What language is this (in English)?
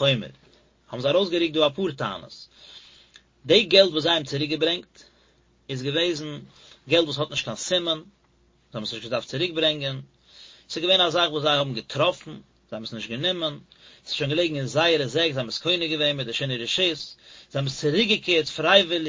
Yiddish